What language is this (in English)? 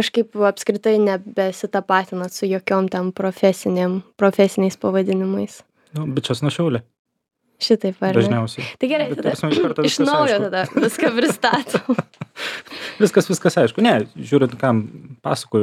Lithuanian